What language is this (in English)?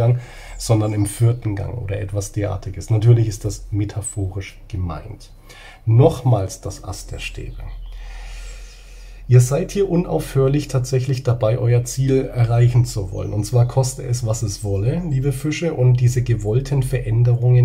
German